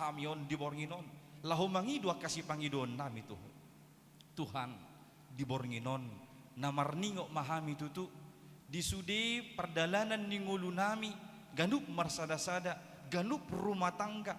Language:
Batak Toba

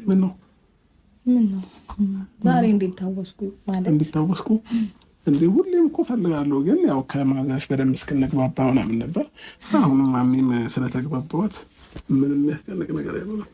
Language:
Amharic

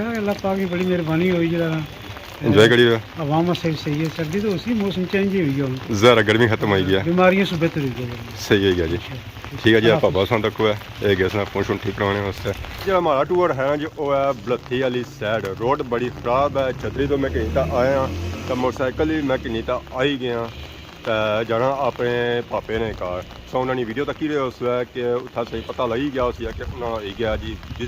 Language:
Pahari-Potwari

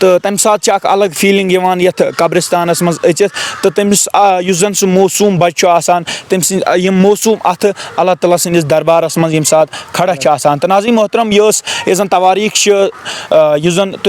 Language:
Kashmiri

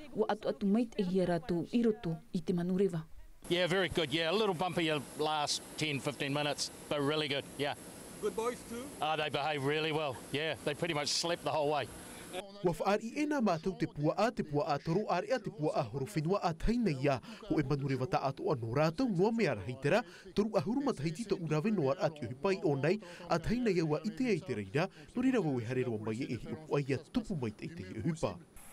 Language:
Tahitian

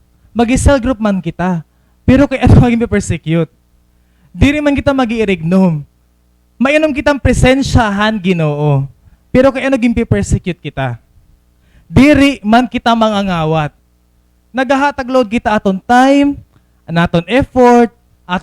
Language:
Waray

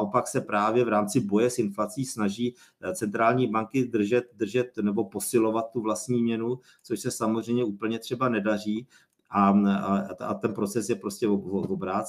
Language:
Czech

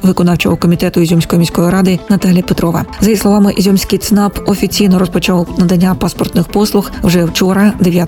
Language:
Ukrainian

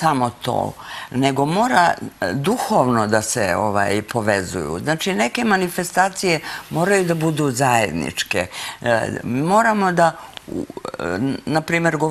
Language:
Serbian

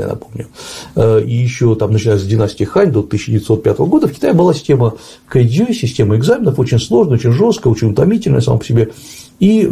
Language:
Russian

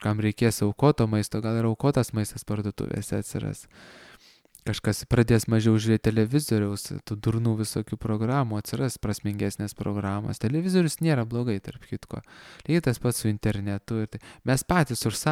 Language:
Lithuanian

